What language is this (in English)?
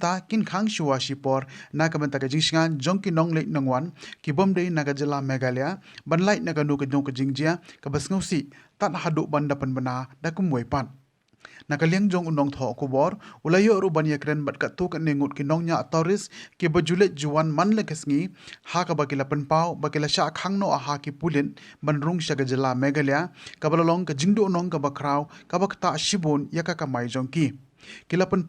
Khasi